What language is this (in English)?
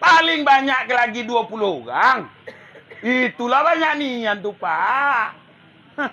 Minangkabau